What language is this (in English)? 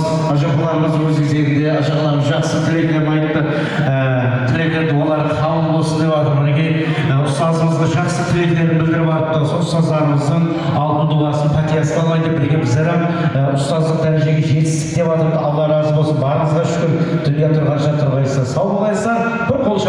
Kara-Kalpak